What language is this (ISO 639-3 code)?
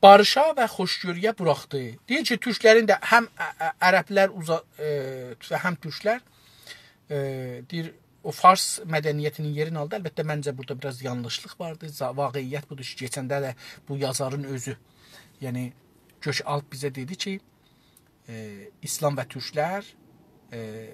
azb